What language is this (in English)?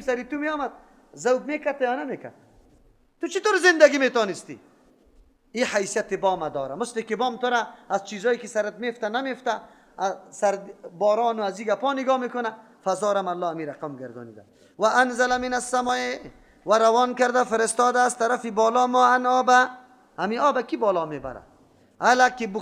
Persian